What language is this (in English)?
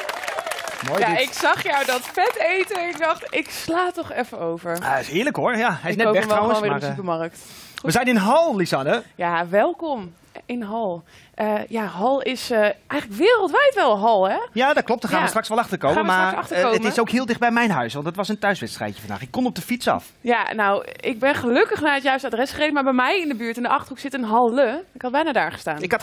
Dutch